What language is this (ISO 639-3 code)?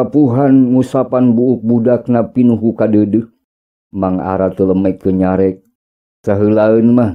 sun